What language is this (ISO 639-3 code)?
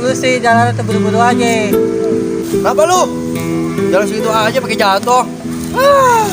bew